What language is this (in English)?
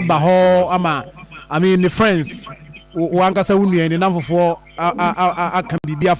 Akan